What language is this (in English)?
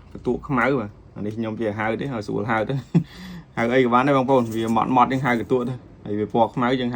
Khmer